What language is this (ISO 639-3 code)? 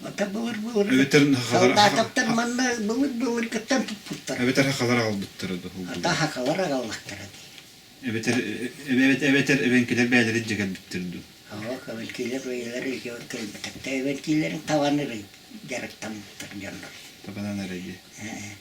sah